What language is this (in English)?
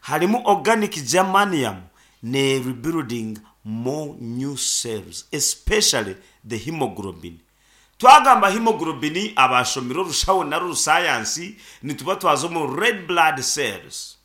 Nyankole